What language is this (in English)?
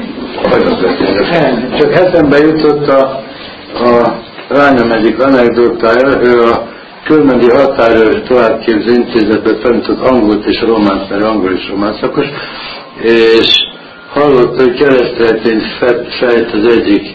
Hungarian